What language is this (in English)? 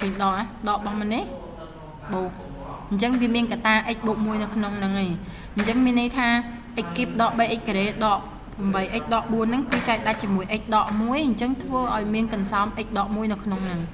Khmer